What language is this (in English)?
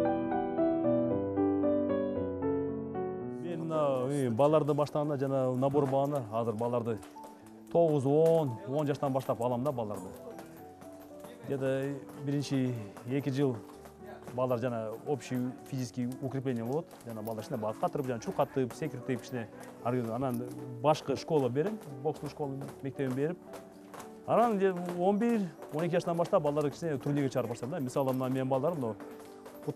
Kyrgyz